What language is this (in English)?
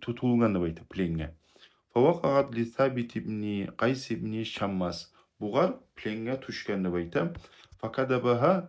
Kumyk